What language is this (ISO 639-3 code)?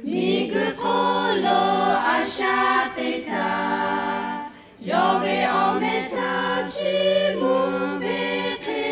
lhu